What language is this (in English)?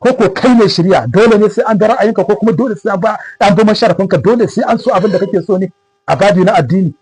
Hausa